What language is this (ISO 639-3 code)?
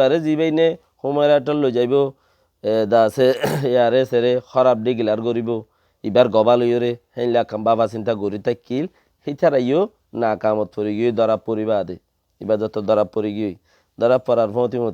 rhg